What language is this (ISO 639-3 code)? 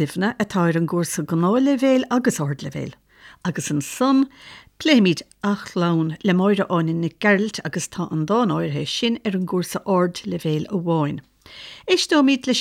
gle